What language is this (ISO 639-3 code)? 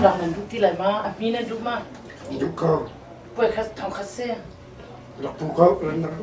cnh